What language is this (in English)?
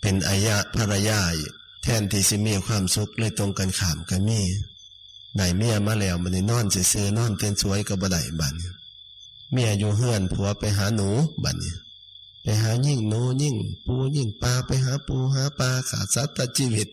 Lao